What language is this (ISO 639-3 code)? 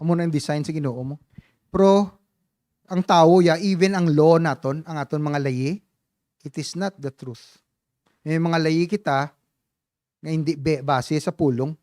hil